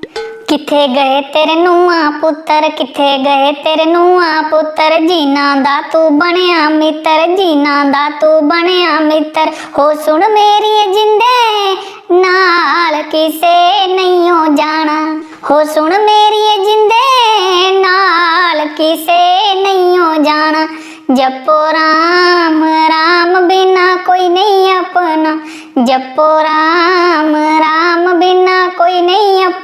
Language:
Dogri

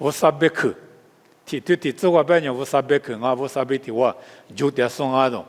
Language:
Lisu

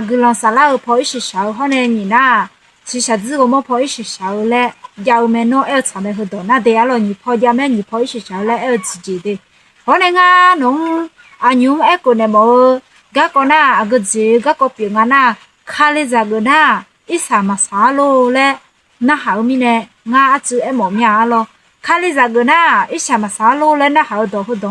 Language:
Akha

